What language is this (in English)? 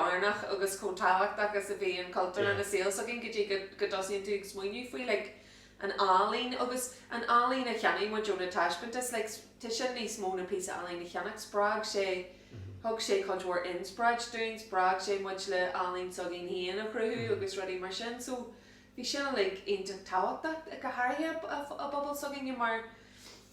Irish